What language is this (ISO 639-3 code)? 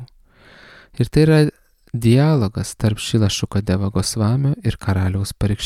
lit